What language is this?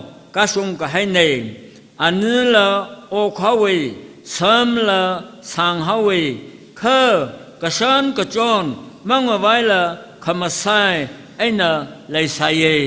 Tangkhul Naga (India)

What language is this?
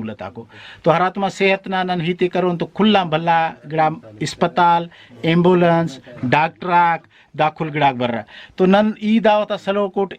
Brahui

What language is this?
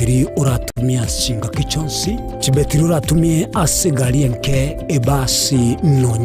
Gusii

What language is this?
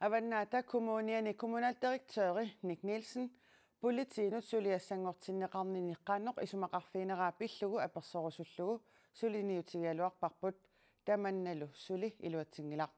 Kalaallisut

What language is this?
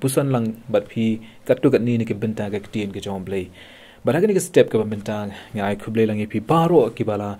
Khasi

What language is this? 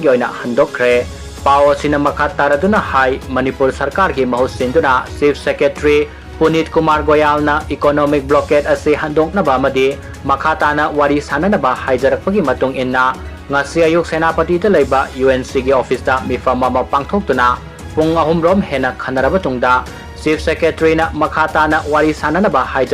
Manipuri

